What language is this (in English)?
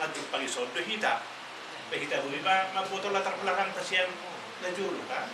Batak Toba